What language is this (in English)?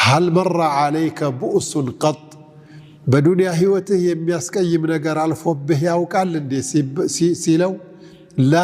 Amharic